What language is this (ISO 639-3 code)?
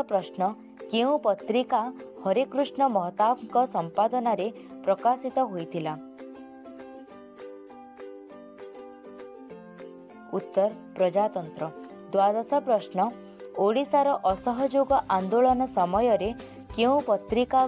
ori